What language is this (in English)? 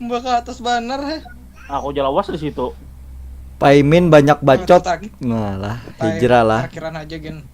Banjar